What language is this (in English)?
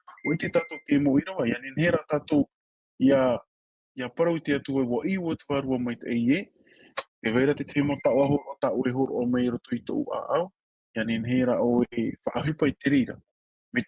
Tahitian